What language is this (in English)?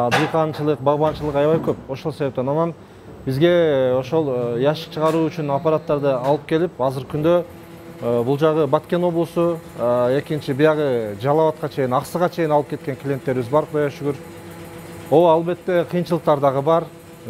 Kyrgyz